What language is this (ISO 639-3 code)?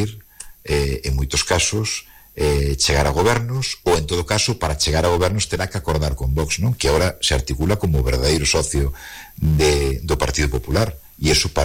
glg